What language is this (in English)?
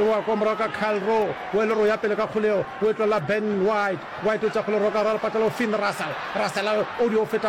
Northern Sotho